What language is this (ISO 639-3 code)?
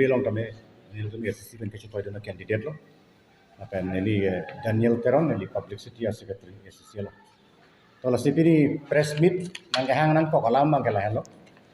mjw